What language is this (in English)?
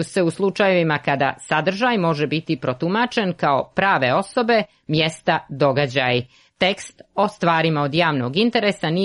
Croatian